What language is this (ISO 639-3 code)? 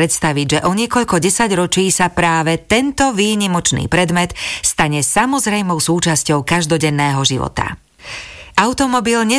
slk